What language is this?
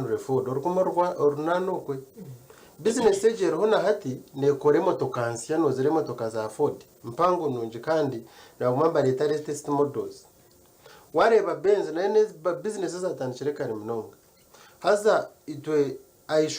Nyankole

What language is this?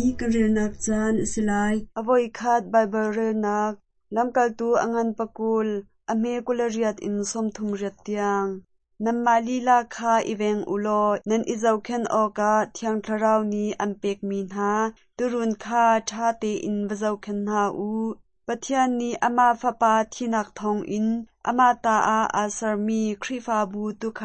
Hakha Chin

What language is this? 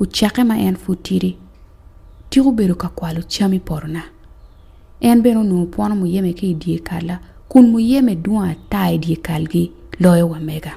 Acoli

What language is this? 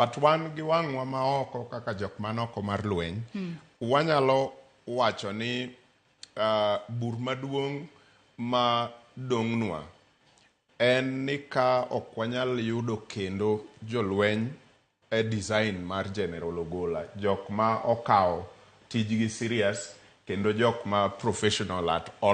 Luo (Kenya and Tanzania)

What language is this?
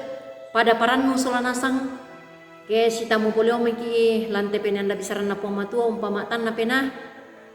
Toraja-Sa'dan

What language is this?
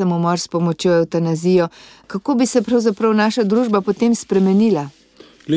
Slovenian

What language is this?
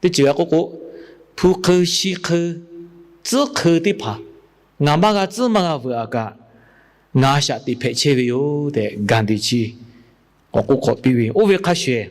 Lahu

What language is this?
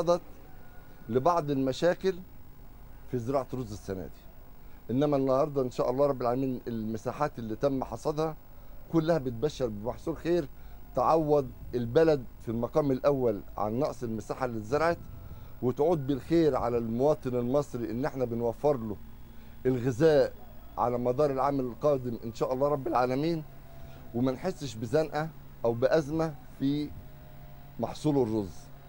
Egyptian Arabic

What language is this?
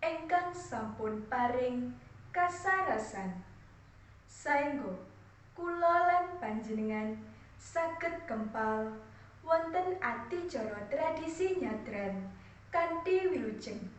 Javanese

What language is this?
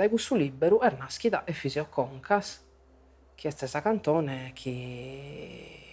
Sardinian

